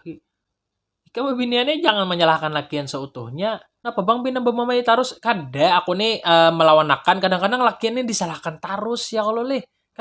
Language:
Banjar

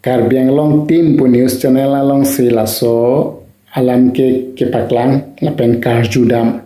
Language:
Karbi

